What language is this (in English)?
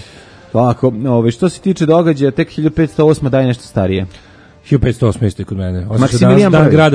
Serbian